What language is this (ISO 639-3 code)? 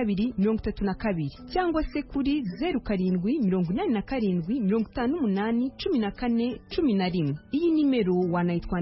kin